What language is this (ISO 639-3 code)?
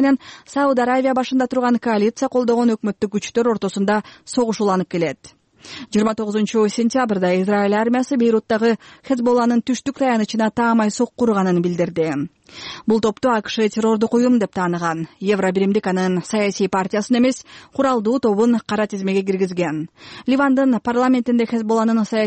kir